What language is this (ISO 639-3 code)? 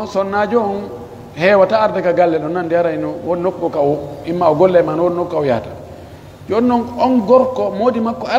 fuf